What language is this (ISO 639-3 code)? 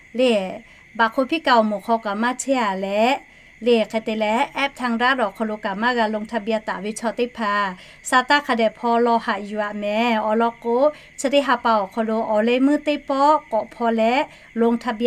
lhu